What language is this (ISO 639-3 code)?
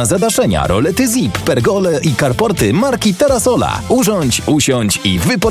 pol